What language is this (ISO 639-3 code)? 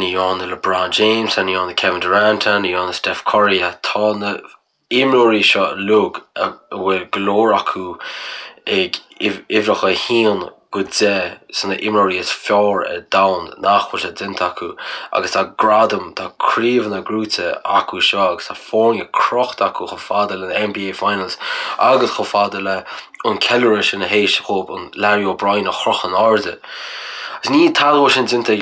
gle